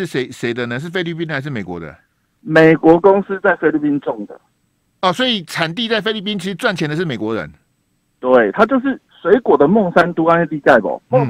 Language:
Chinese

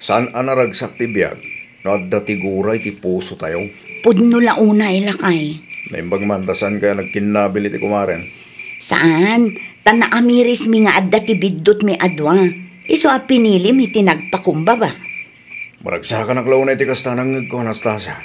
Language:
Iloko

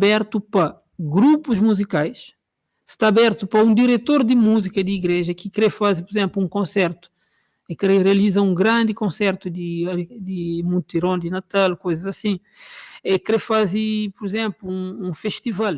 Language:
Kabuverdianu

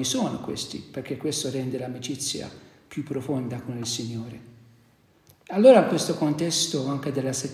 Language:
Italian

